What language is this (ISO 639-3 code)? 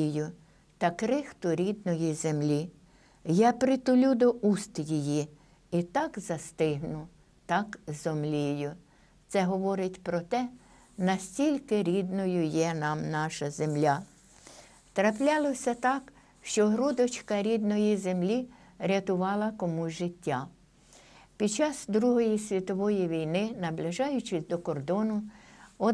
ukr